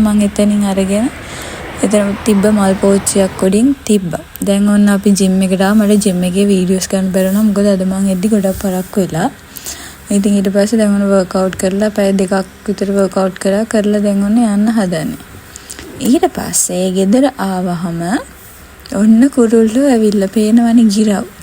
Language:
Sinhala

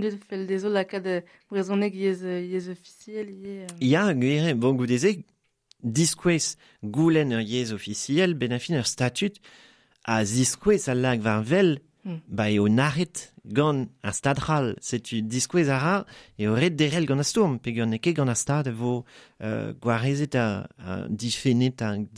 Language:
Breton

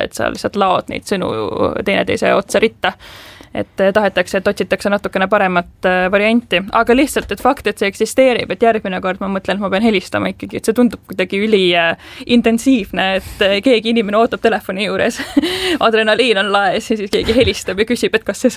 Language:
Estonian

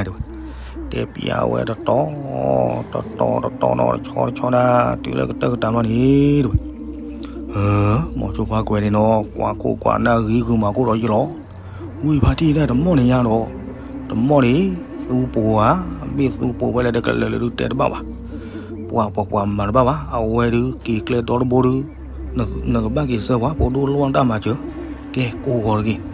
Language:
S'gaw Karen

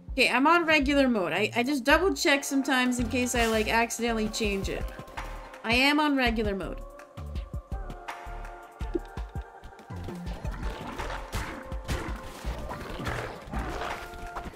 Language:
English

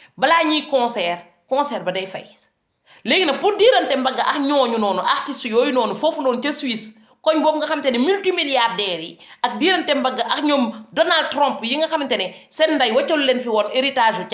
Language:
Wolof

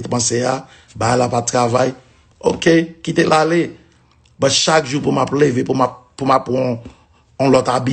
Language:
Haitian Creole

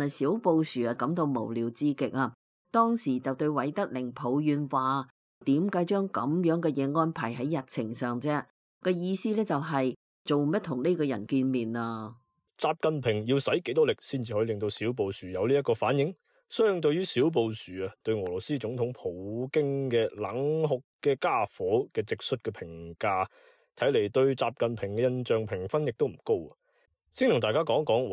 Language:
Cantonese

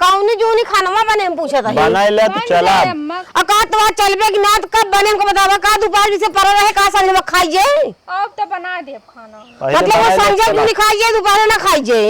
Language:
Awadhi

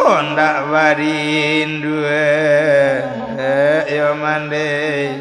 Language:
Minangkabau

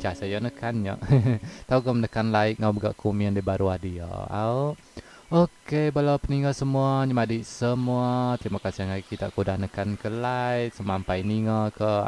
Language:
Iban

